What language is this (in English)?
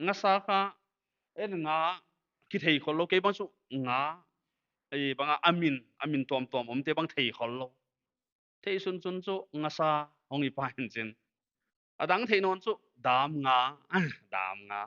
Paite Chin